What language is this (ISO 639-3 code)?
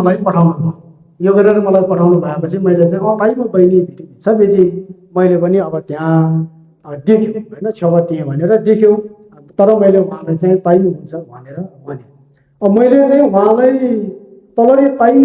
nep